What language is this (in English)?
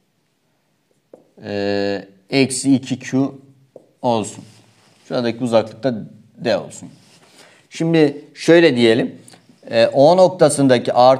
Turkish